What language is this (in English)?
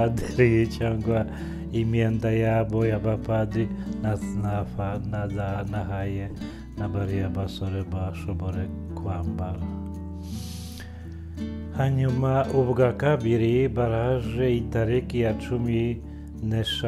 Kinyarwanda